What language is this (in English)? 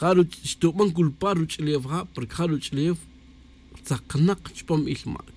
Tz'utujil